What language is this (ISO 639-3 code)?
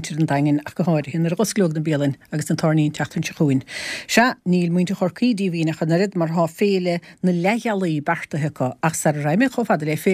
gle